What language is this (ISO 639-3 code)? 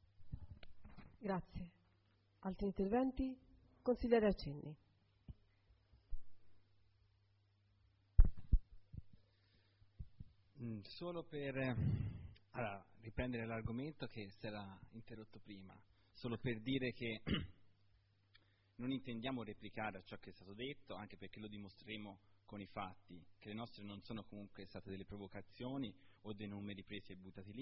ita